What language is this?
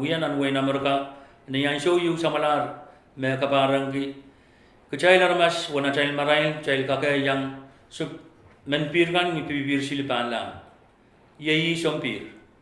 Pohnpeian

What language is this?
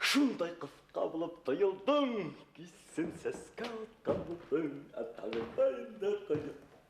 Bashkir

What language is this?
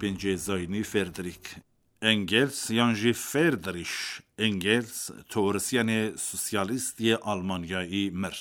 Kurdish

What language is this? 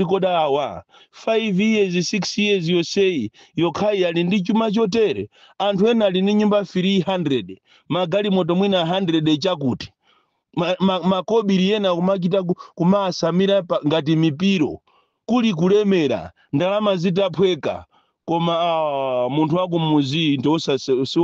Nyanja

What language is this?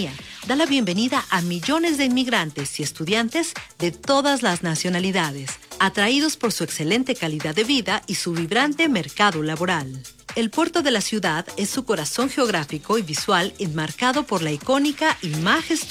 Spanish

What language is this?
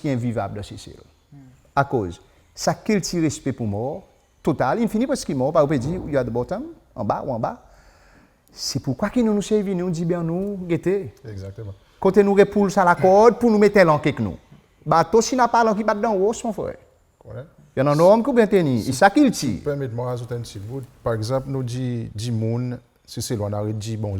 Seselwa Creole French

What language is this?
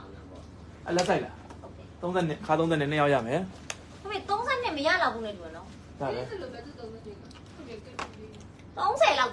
Burmese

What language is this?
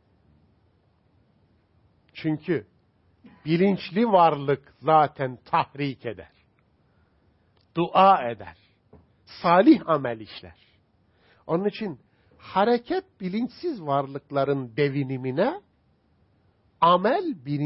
Turkish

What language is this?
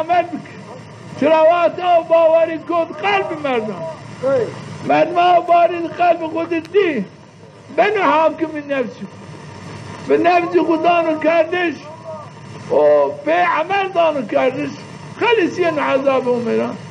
Zaza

